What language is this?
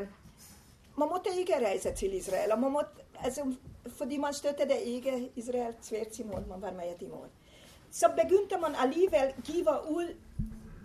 Danish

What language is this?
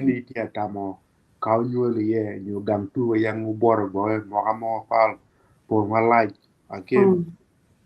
Acoli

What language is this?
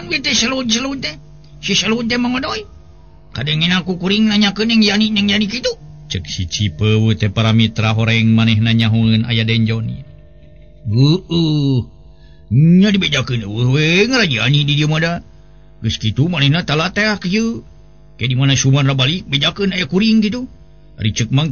Sundanese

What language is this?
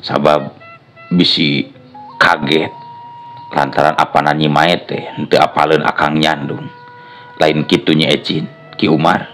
Sundanese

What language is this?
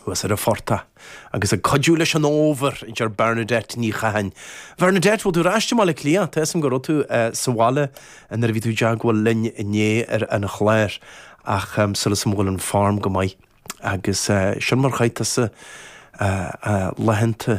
Irish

